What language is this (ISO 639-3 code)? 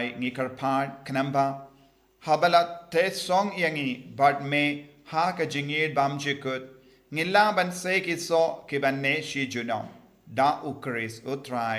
kha